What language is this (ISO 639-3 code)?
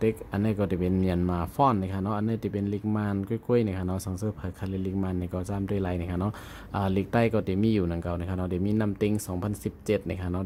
shn